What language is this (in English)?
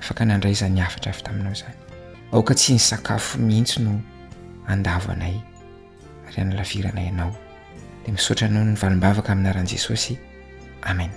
Malagasy